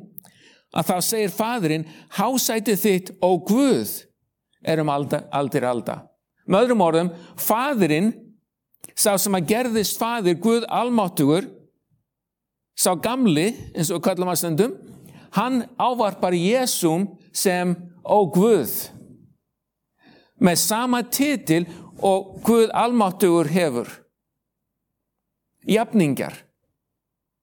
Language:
Icelandic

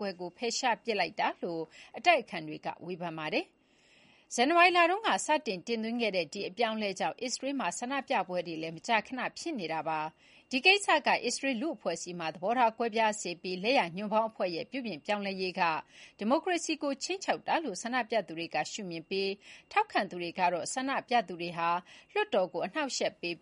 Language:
Burmese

